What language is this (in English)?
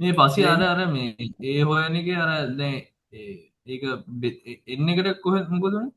Sinhala